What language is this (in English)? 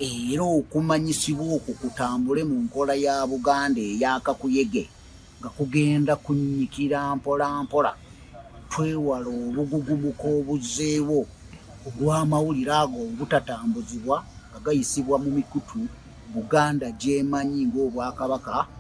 Ganda